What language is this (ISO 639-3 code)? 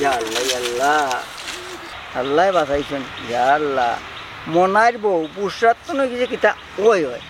syl